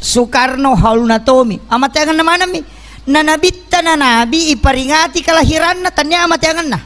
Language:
Buginese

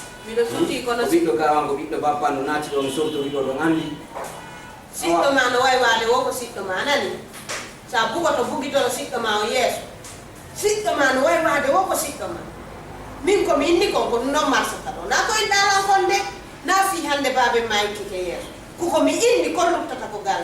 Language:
Fula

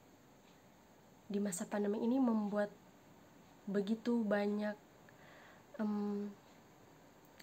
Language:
Indonesian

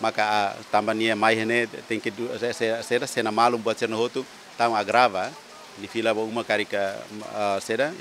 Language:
Tetum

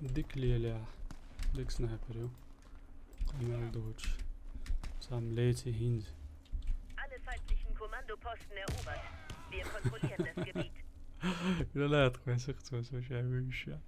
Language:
Chechen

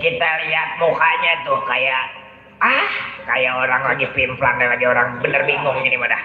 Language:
Betawi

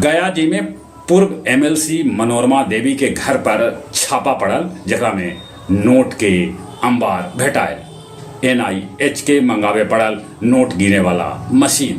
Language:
Magahi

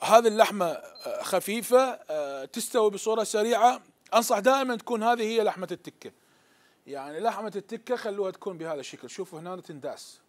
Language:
Mesopotamian Arabic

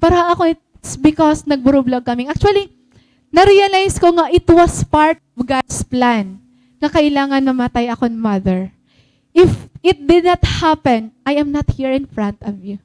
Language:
Waray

